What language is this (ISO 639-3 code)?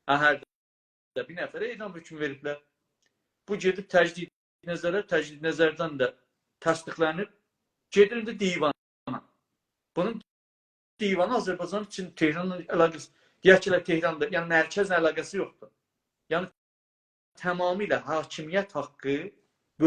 azb